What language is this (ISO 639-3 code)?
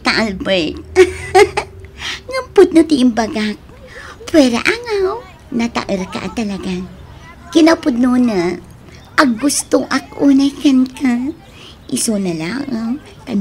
ilo